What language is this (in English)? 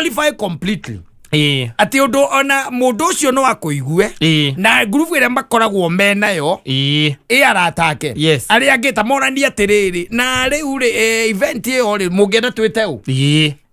Kikuyu